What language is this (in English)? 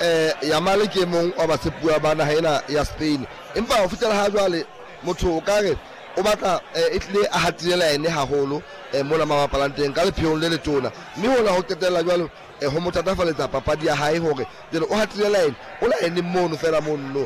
Southern Sotho